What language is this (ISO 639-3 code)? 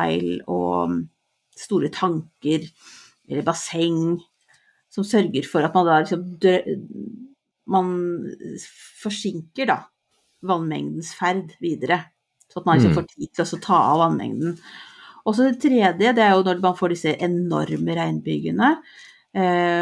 nor